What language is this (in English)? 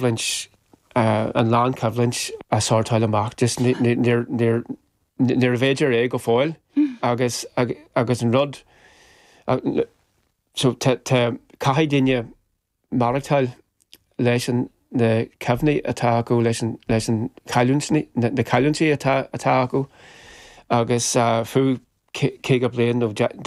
Irish